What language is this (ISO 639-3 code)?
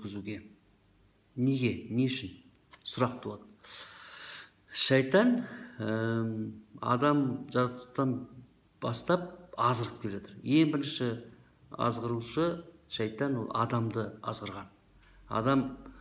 kaz